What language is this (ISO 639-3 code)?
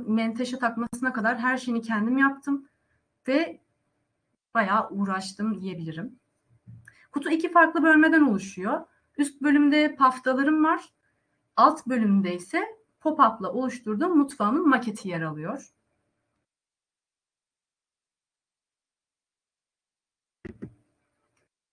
tur